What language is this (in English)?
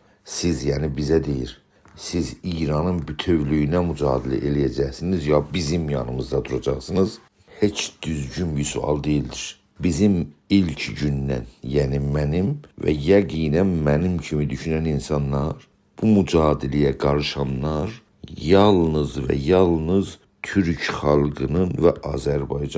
South Azerbaijani